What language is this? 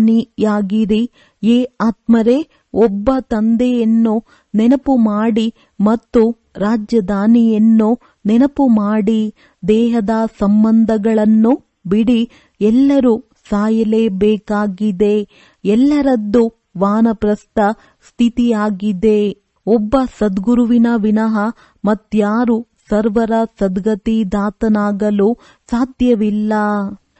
Kannada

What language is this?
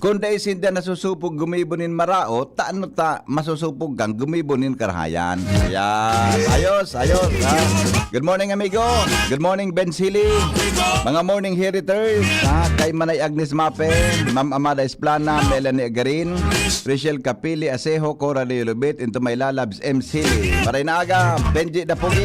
Bikol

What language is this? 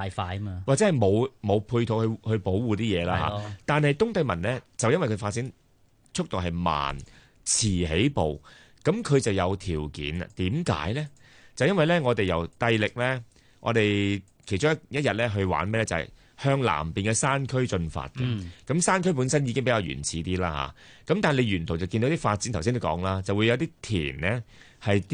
Cantonese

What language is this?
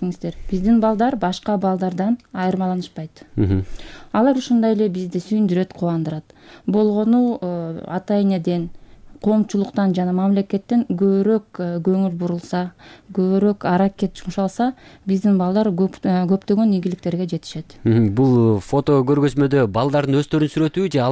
Kyrgyz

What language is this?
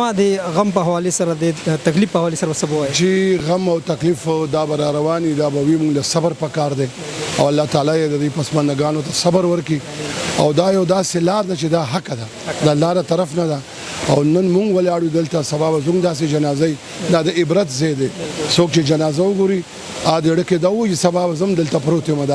Pashto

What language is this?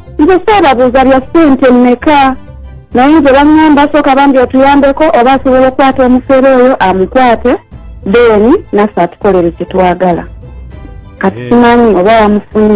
Ganda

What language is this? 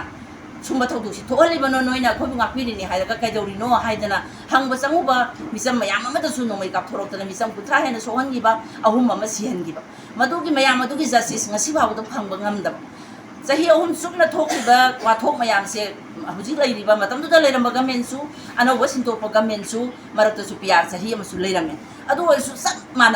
Manipuri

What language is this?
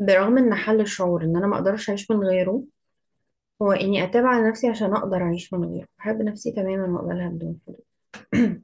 Egyptian Arabic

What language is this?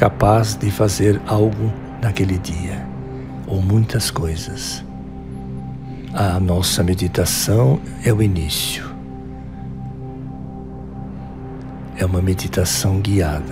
Portuguese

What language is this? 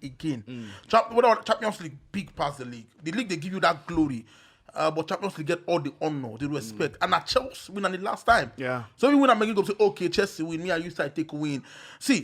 Nigerian Pidgin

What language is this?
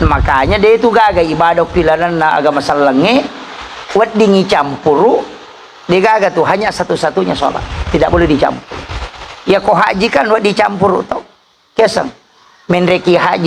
Buginese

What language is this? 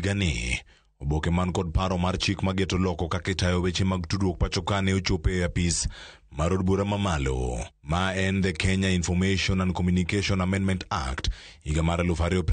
Luo (Kenya and Tanzania)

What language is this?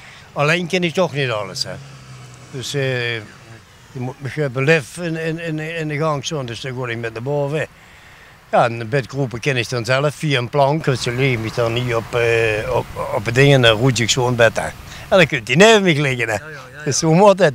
Limburgish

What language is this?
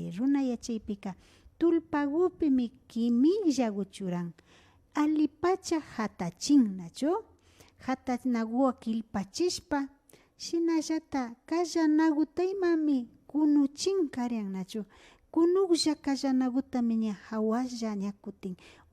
Imbabura Highland Quichua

